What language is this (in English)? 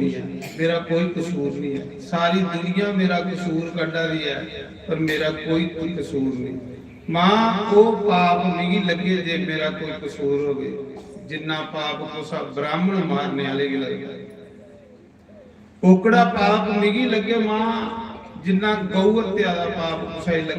Dogri